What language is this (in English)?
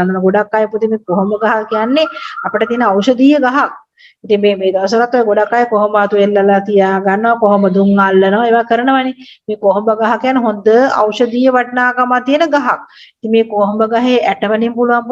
Sinhala